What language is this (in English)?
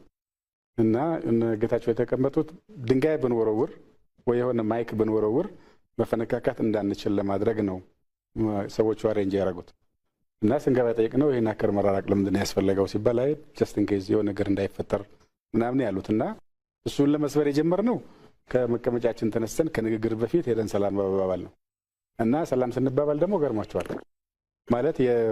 Amharic